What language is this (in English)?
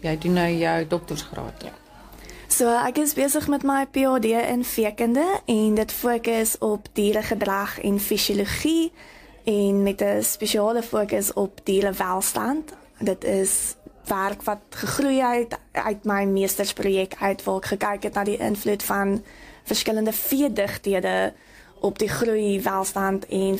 Afrikaans